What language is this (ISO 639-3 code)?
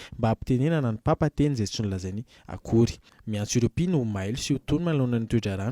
mlg